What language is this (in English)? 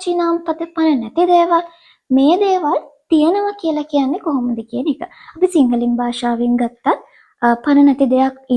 Sinhala